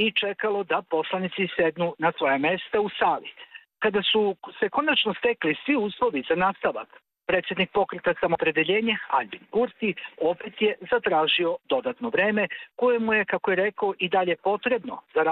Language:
Serbian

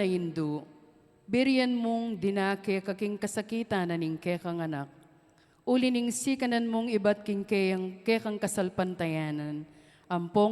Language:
Pampanga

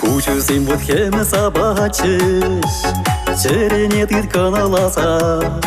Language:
Chuvash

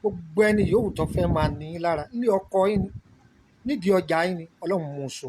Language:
Yoruba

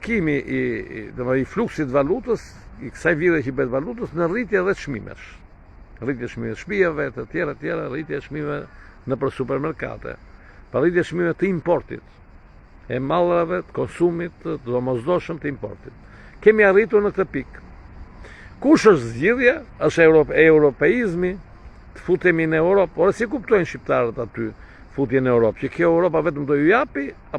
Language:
Albanian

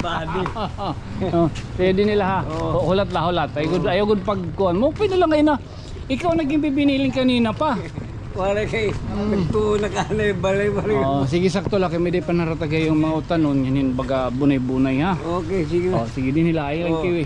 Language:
Waray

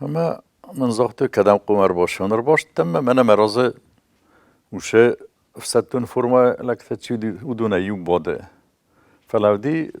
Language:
Ossetic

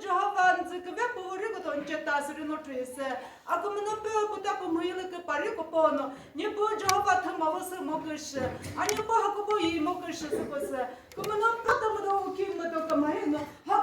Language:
Chokri Naga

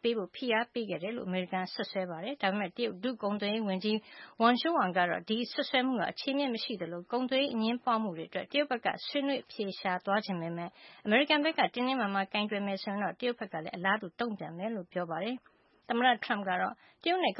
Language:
Burmese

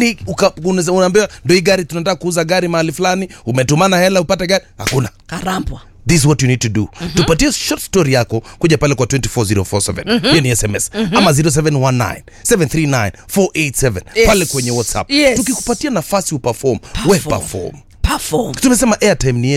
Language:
Swahili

